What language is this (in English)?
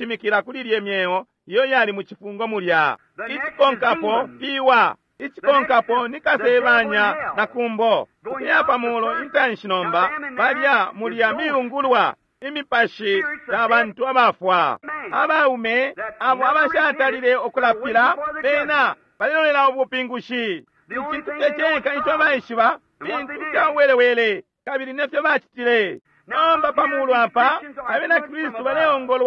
Bemba